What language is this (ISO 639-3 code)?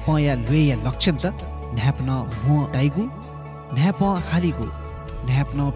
new